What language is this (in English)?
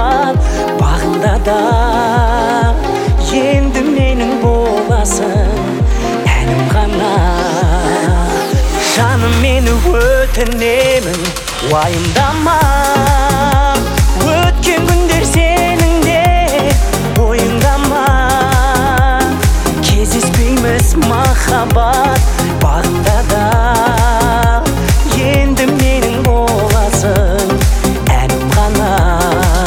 Kazakh